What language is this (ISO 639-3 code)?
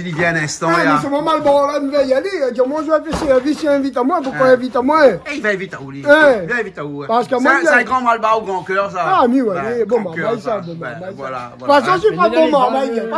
rcf